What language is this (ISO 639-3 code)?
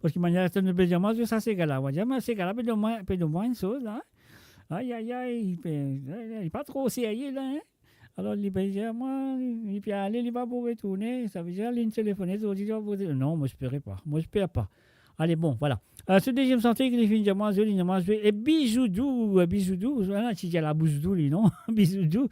mfe